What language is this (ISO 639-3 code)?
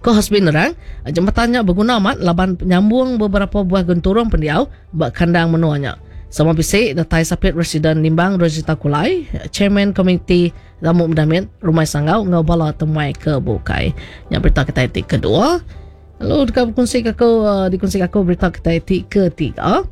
iba